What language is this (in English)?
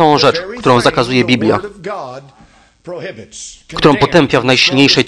Polish